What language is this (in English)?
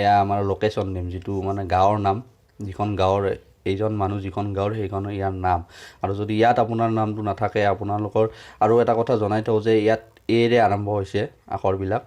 Assamese